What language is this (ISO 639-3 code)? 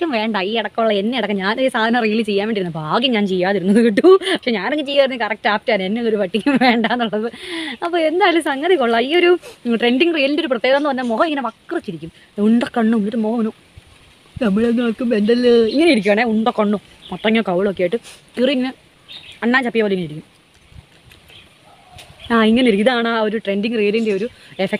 mal